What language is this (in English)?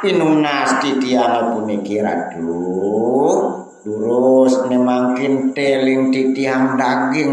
Balinese